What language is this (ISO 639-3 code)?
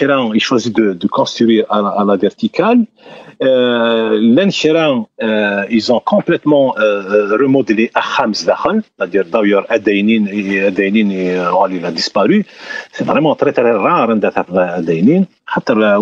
kab